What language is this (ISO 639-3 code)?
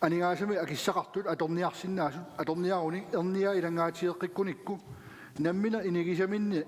kal